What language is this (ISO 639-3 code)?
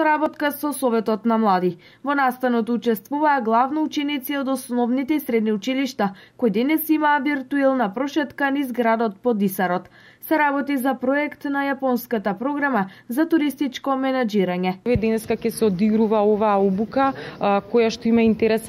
mkd